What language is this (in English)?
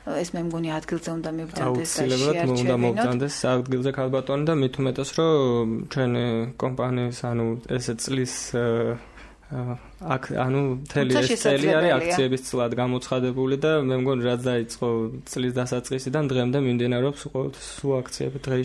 Georgian